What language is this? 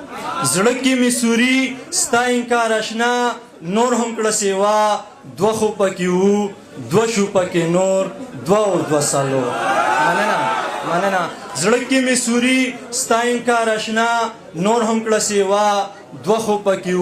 Pashto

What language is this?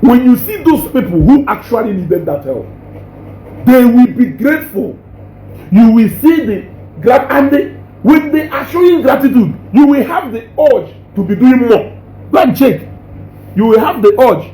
Igbo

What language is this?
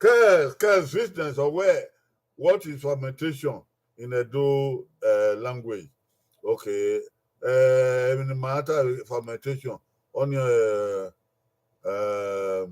Bini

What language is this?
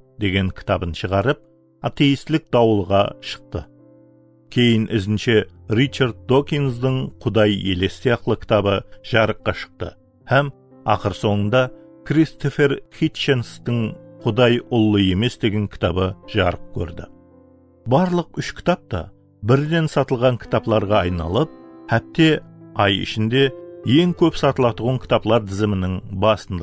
Kara-Kalpak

